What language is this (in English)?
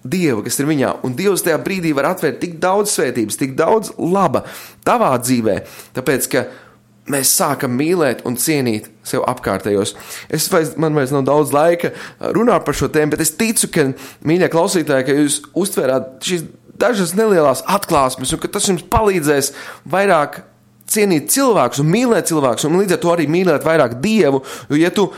Latvian